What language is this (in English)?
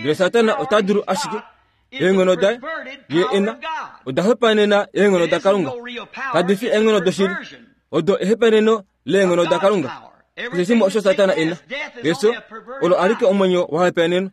Kuanyama